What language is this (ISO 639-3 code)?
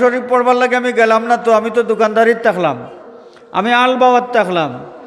syl